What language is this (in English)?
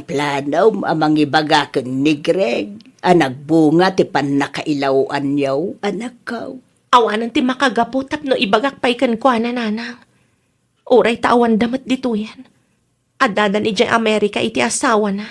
Iloko